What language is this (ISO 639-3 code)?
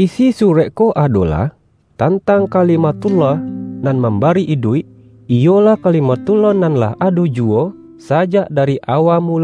min